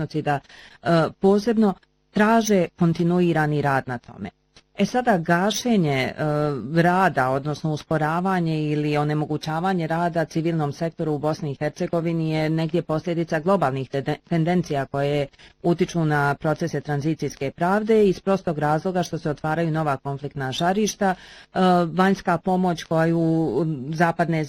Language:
Bosnian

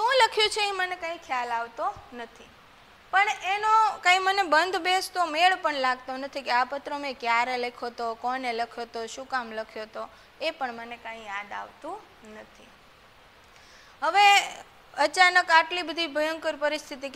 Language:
Gujarati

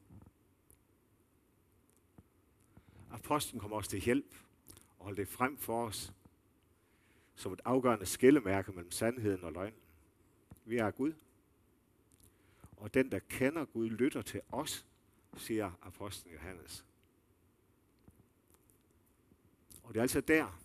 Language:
Danish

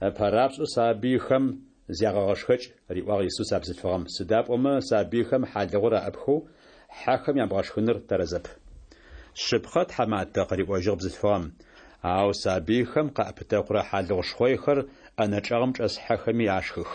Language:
Adyghe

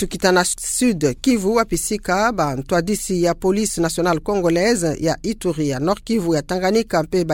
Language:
Kituba (Democratic Republic of Congo)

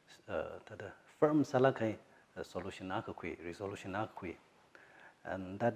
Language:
Tangkhul Naga (India)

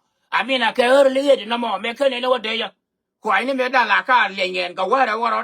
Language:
Nuer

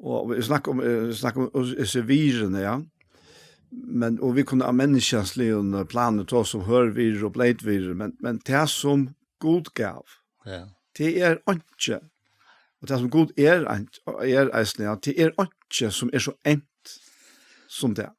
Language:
Faroese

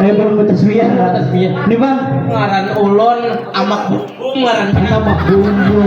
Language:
Banjar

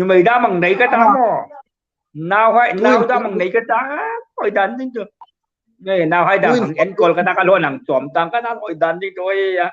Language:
Hmar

